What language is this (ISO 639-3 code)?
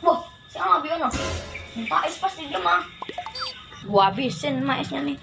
bew